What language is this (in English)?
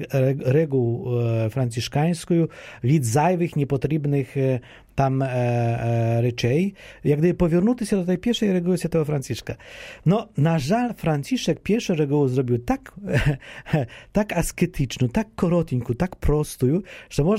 Polish